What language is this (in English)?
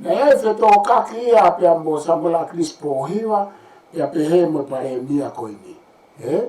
Tongan